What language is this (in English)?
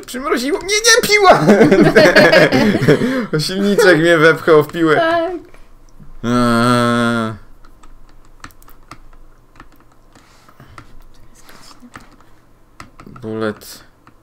Polish